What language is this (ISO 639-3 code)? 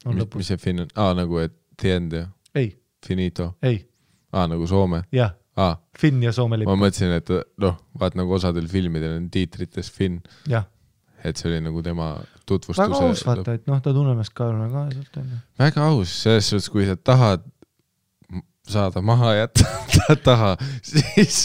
est